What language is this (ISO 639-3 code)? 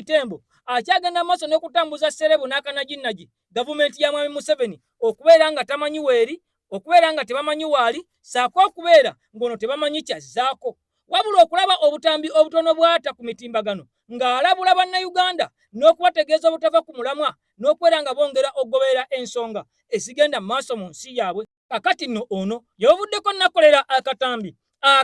lug